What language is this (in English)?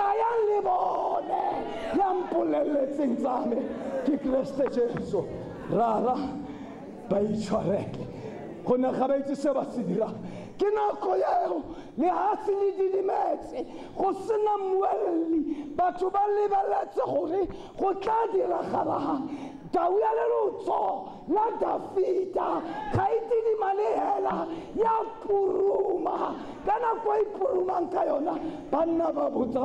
Tswana